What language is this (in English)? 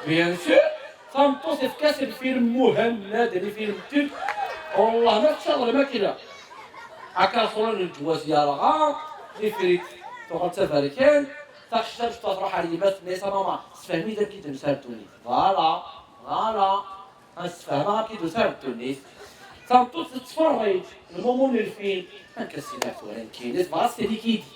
Kabyle